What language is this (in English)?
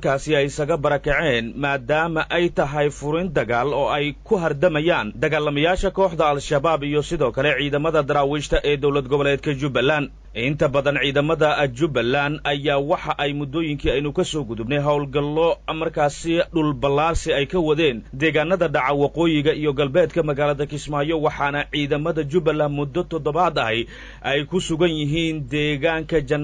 Somali